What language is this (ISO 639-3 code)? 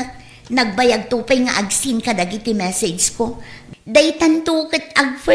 ilo